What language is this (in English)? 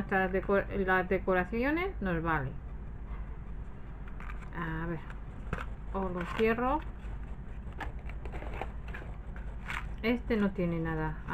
Spanish